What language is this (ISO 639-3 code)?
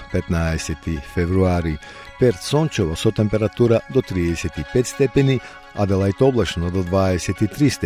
mkd